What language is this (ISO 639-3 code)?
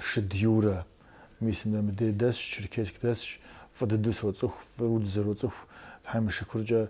kbd